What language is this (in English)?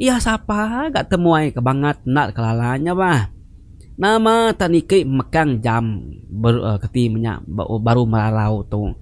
Iban